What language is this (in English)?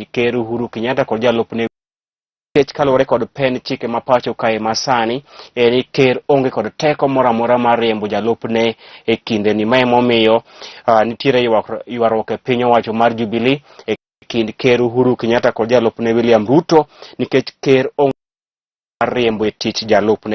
Luo (Kenya and Tanzania)